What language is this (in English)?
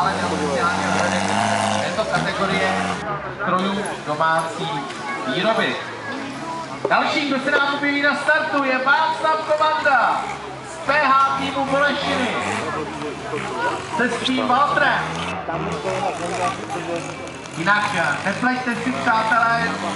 Czech